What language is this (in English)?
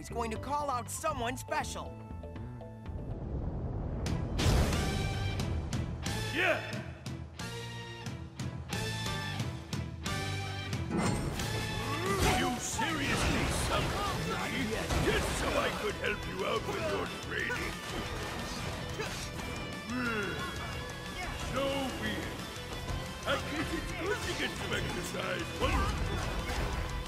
English